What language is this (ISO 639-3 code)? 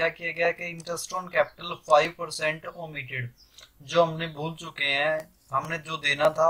hin